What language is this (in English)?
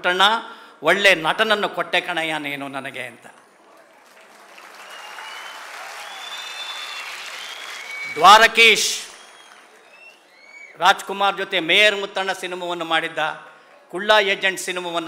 Kannada